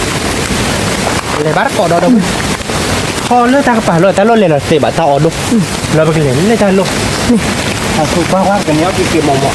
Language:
S'gaw Karen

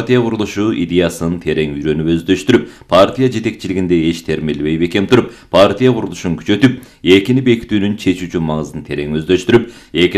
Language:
Kyrgyz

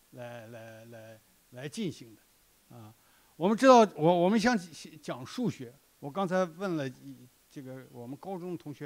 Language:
Chinese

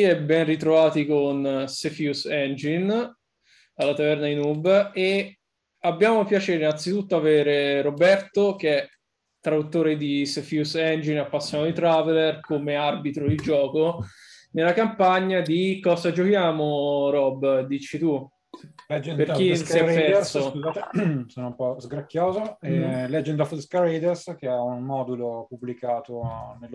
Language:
Italian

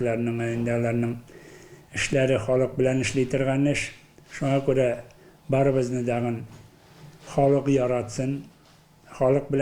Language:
Tatar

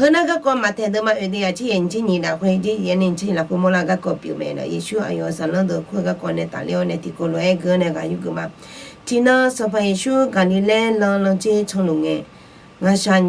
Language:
Akha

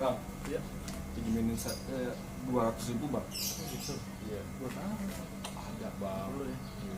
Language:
Betawi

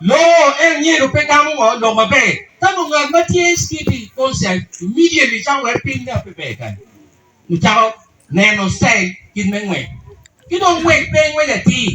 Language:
Acoli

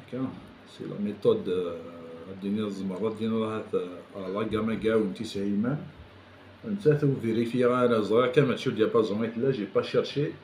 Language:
Kabyle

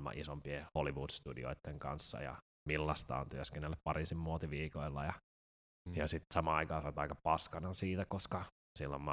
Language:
Finnish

